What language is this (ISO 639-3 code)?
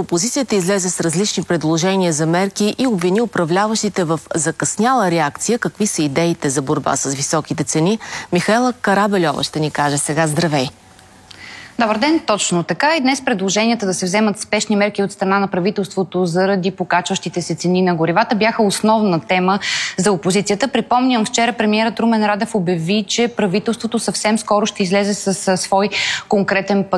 bul